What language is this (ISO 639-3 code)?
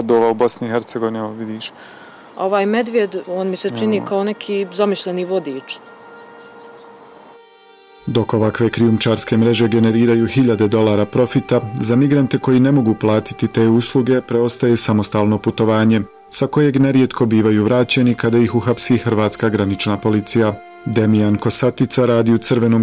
bos